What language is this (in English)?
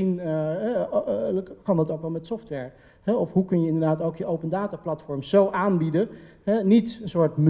Dutch